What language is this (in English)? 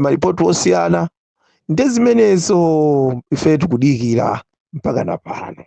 Nyanja